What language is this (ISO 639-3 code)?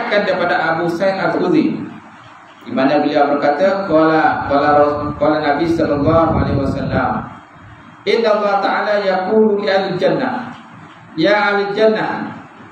msa